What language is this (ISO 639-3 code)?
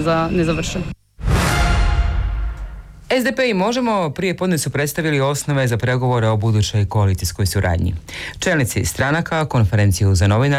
hrv